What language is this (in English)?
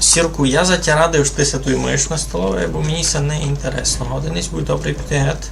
Rusyn